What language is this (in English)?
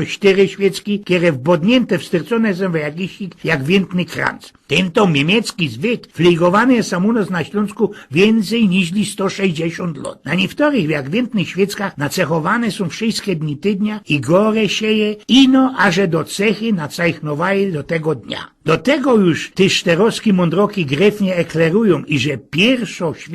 Silesian